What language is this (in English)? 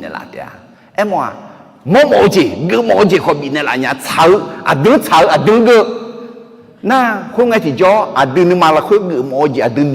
Akha